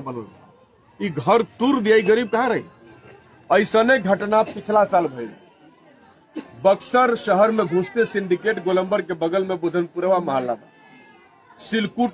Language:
Bhojpuri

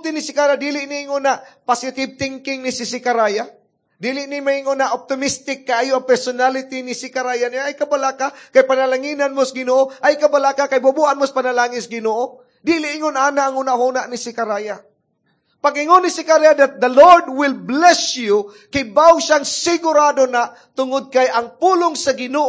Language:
Cebuano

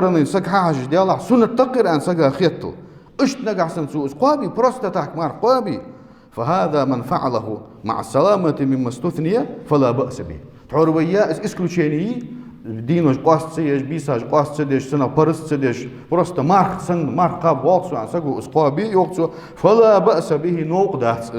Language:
Ingush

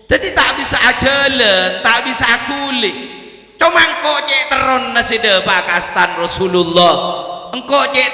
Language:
Madurese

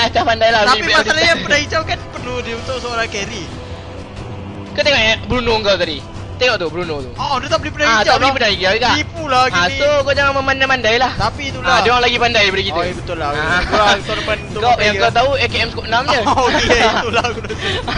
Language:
Malay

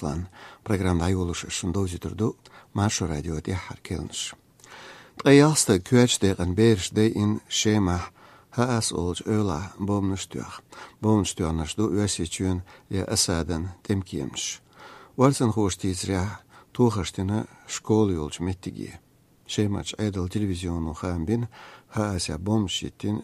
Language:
Chechen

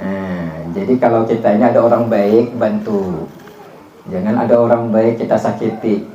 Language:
Banjar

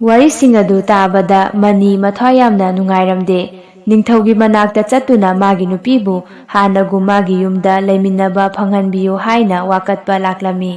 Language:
Manipuri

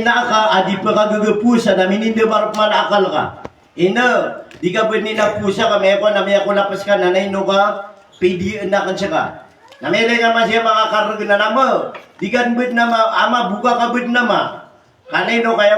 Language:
Maranao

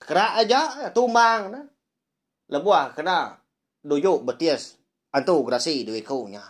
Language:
Iban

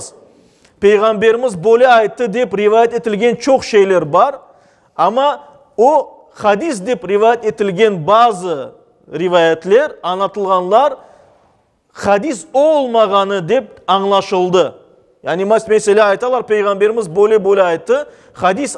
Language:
Crimean Tatar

